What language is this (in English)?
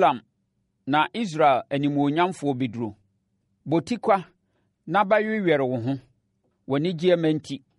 Akan